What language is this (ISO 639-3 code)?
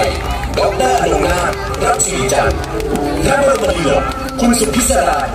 tha